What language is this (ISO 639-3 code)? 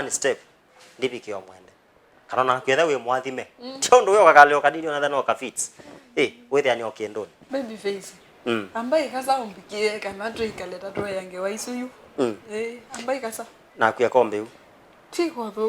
kam